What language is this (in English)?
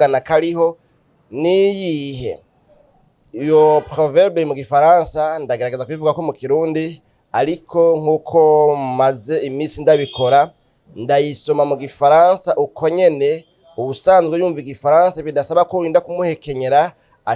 Rundi